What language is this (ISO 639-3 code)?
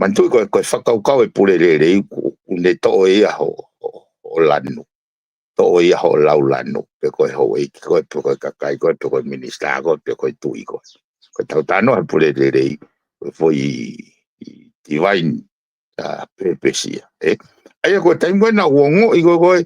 ton